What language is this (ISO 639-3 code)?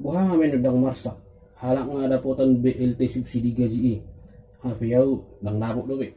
bbc